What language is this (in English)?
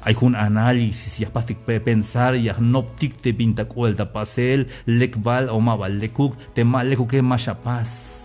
Tzeltal